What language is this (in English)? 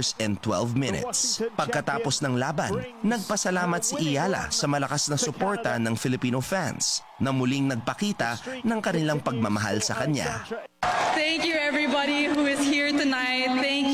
Filipino